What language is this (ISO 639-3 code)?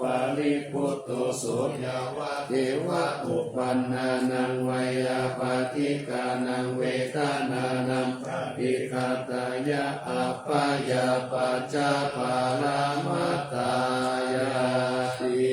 pli